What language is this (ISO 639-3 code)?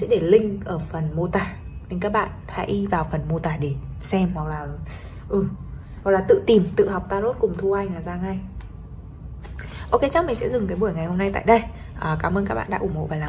vie